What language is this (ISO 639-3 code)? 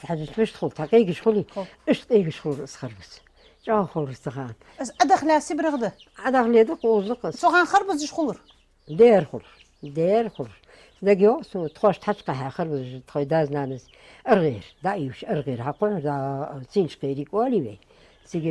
inh